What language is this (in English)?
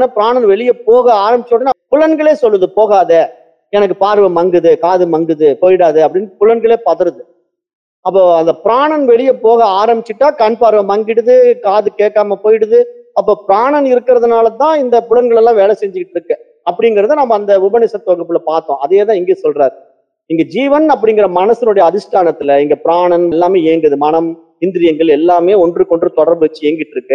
Tamil